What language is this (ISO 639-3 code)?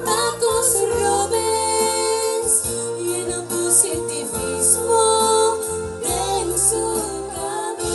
pap